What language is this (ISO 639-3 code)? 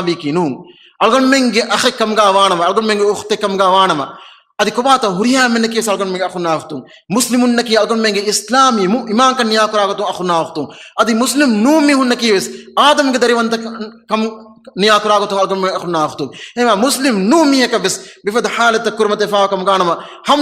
div